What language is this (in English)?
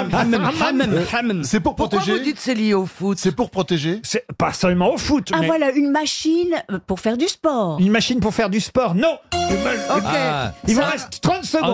French